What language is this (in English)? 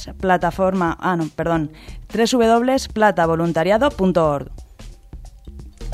Spanish